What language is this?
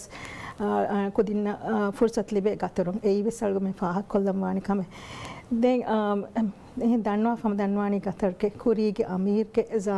Divehi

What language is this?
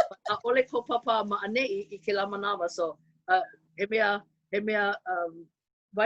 Hawaiian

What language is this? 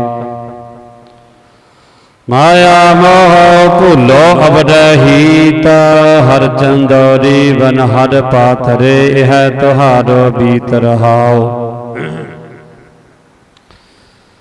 Punjabi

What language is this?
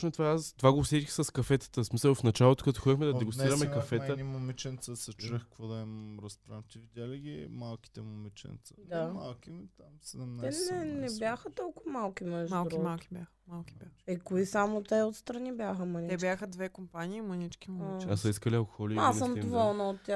Bulgarian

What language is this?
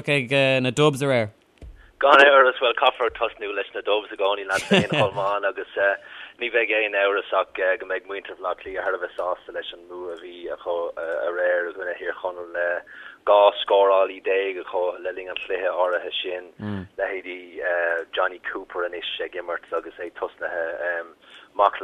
Irish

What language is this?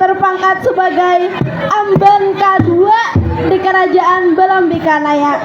Banjar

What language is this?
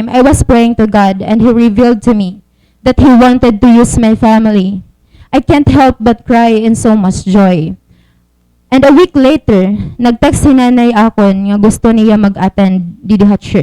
Waray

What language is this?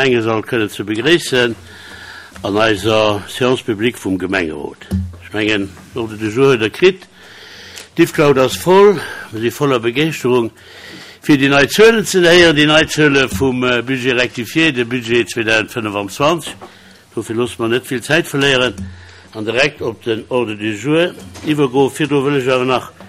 Luxembourgish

